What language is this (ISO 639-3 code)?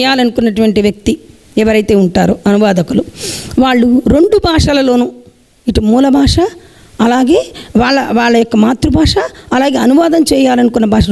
tel